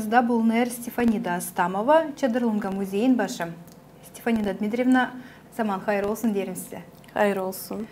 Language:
Gagauz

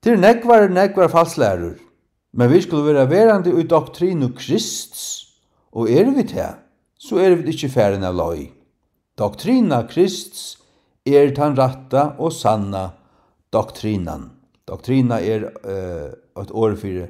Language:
Faroese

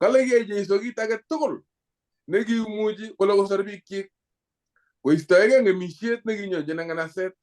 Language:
Kalenjin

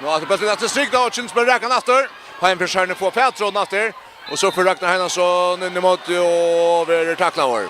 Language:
Faroese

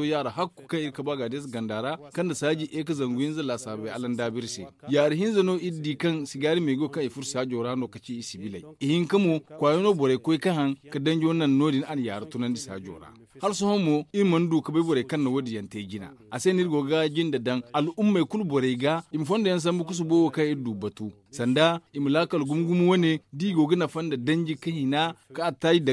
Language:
Zarma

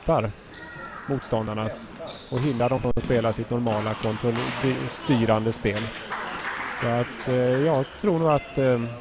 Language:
Swedish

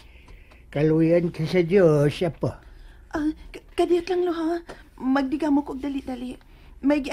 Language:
Cebuano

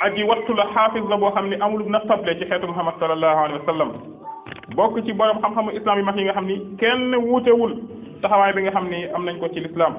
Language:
Wolof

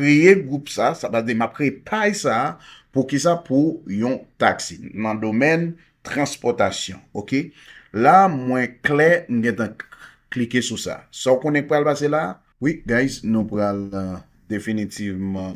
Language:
Haitian Creole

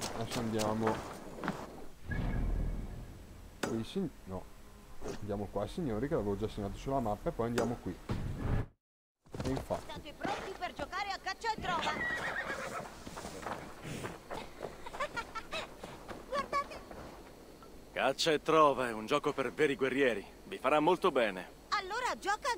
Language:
Italian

